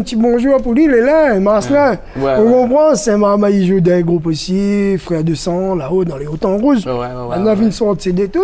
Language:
Réunion Creole French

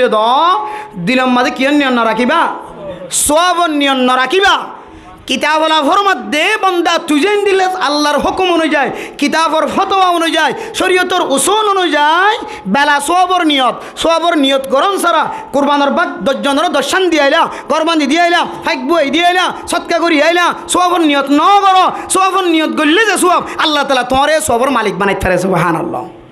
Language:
Rohingya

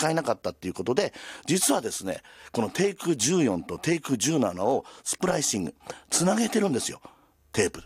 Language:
Japanese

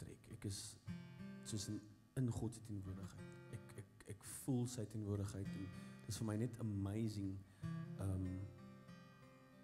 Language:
Afrikaans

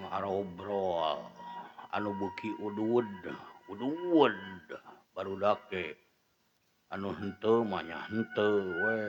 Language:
Sundanese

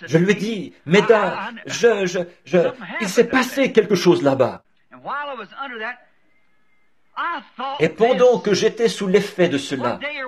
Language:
French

